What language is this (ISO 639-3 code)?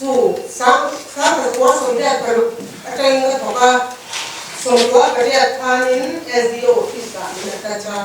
lus